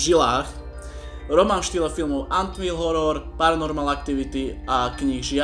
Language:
Slovak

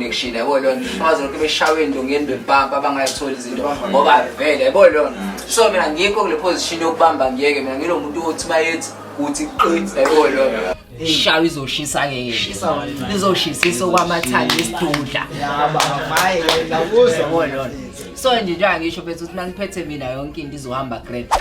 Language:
Zulu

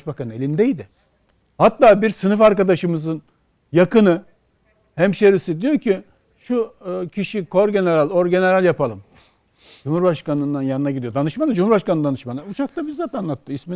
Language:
Turkish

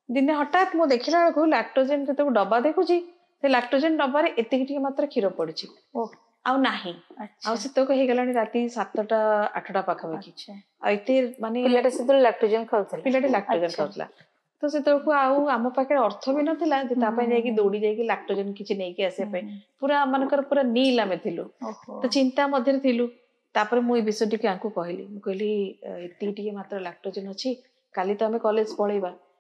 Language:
Odia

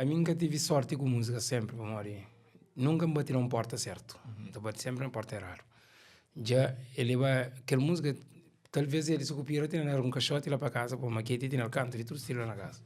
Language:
Kabuverdianu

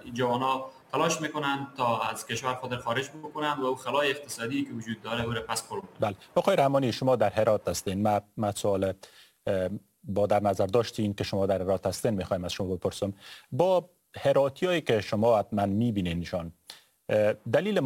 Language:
Persian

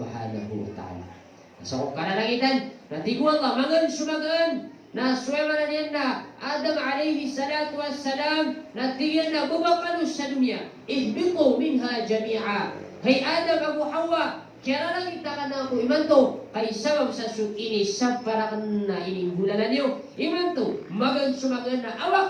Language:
Maranao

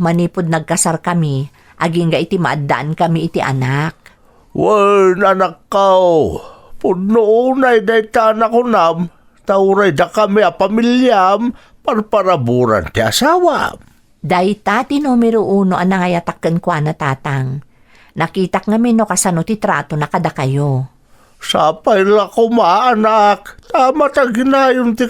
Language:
Iloko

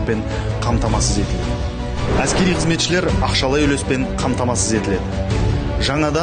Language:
Kazakh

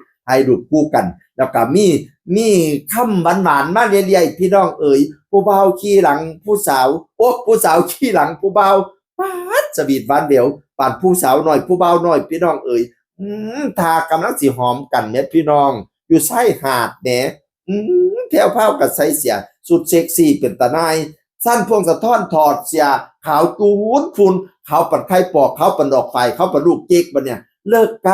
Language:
Northeastern Thai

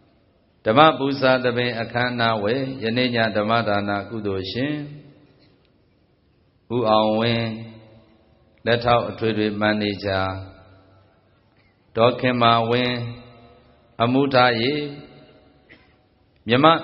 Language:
Burmese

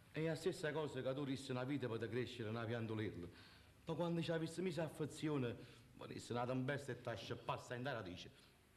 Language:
Neapolitan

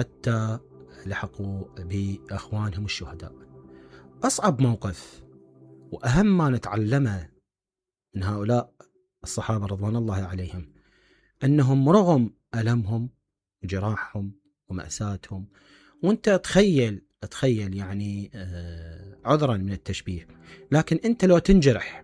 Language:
Mesopotamian Arabic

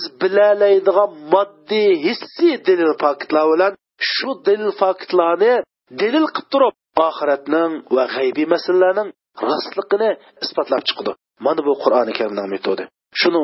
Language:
Uyghur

